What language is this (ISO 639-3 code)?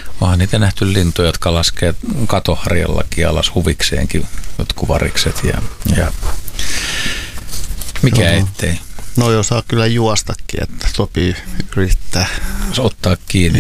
fin